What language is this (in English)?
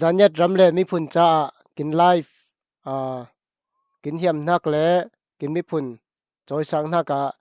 Falam Chin